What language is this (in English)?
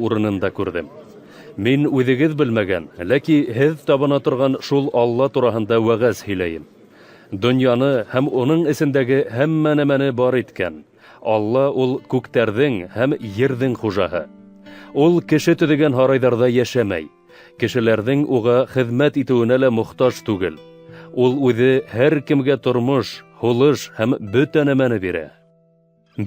Bashkir